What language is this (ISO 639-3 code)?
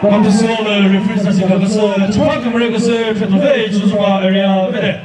nri